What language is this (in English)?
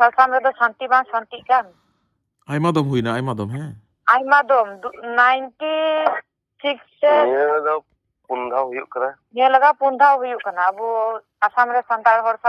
Santali